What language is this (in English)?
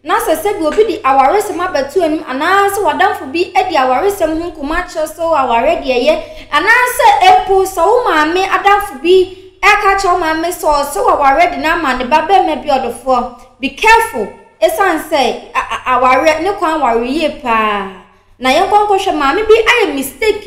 Akan